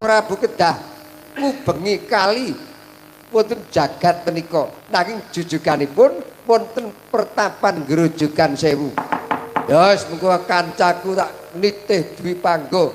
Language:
Javanese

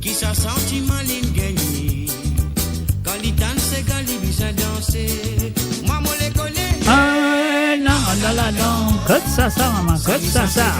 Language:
Morisyen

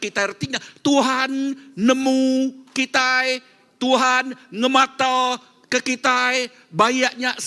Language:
Iban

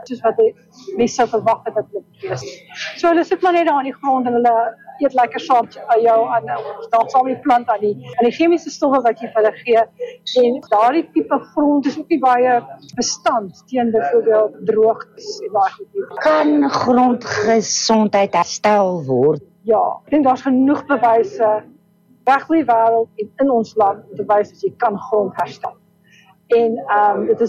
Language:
Afrikaans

